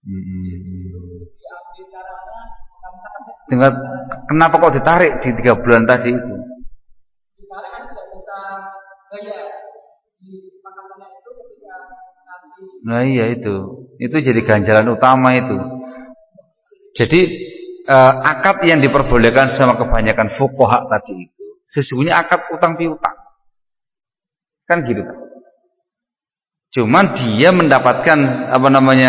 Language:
Indonesian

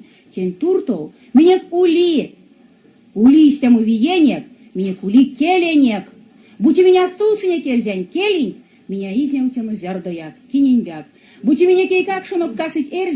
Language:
Erzya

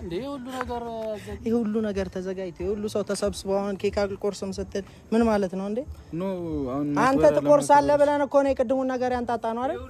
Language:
Amharic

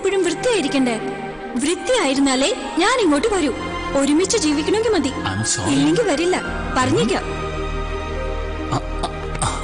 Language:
Malayalam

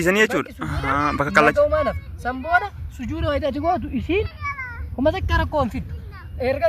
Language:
Oromo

